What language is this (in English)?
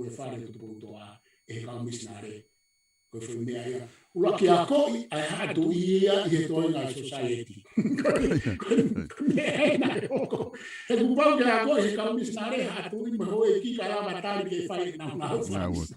Tongan